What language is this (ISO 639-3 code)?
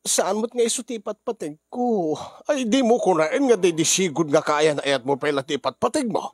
ilo